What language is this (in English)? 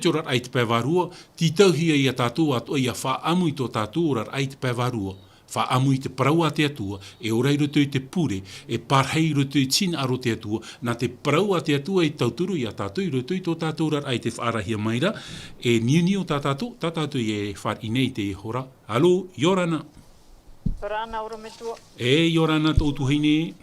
Tahitian